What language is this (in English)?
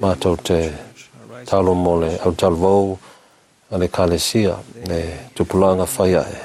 Samoan